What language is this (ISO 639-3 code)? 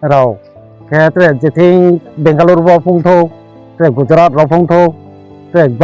ria